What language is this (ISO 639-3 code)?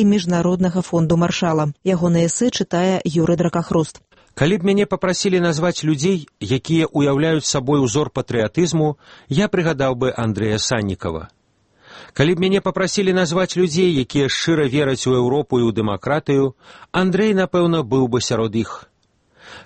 bel